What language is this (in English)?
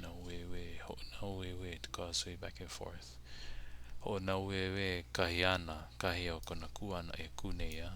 Hawaiian